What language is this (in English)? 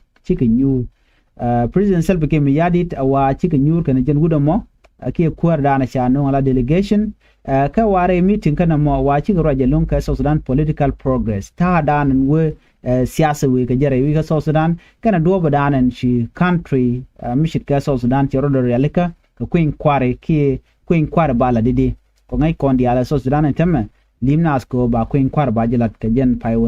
Nuer